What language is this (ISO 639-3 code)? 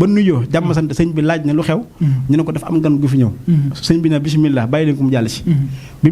wol